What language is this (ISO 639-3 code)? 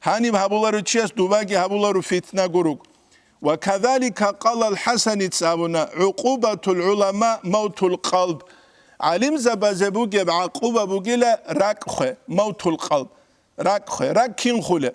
ava